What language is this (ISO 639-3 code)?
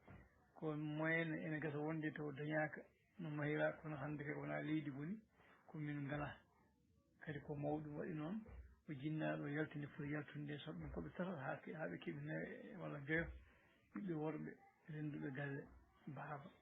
ful